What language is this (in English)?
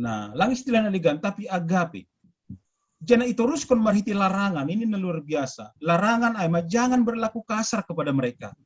Batak Simalungun